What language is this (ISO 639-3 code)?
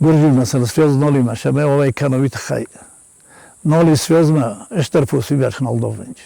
oss